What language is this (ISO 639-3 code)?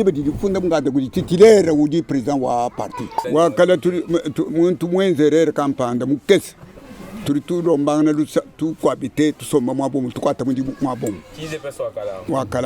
lua